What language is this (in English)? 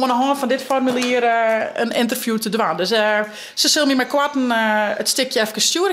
Western Frisian